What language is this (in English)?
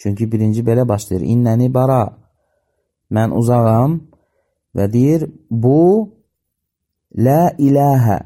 Azerbaijani